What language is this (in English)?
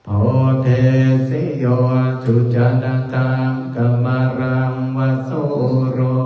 Pali